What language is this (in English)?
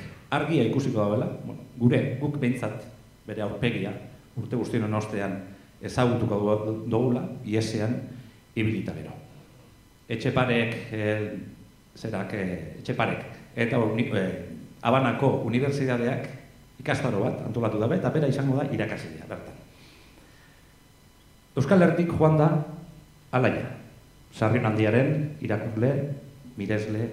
Basque